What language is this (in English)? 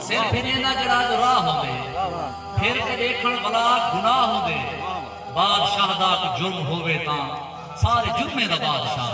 Saraiki